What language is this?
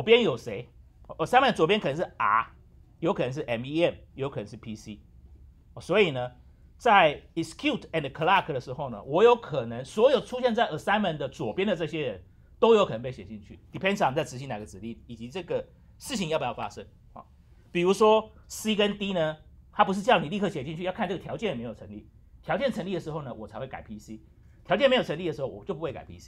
Chinese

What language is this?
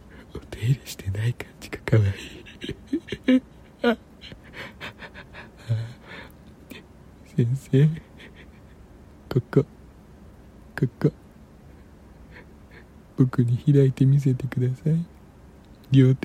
Japanese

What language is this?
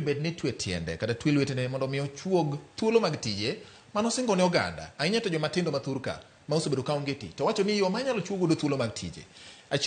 Luo (Kenya and Tanzania)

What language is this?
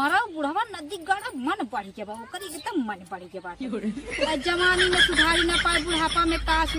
Awadhi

